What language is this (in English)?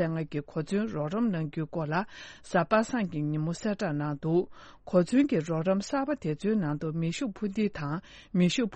Tibetan